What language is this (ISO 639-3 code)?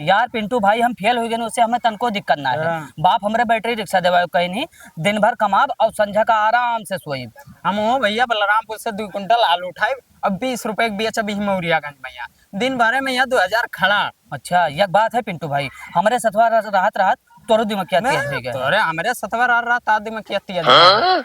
awa